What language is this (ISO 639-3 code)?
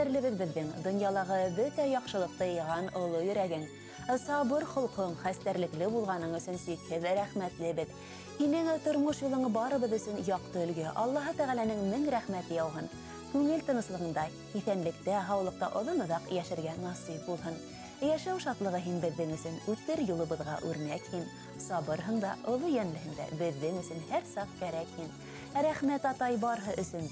bak